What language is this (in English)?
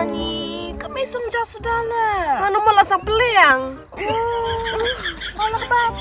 Khasi